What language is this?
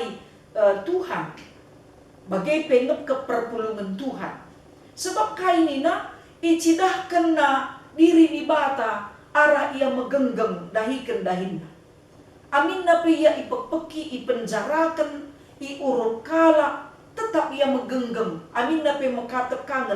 Batak Karo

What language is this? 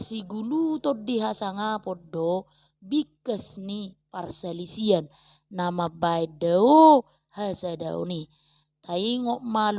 Batak Toba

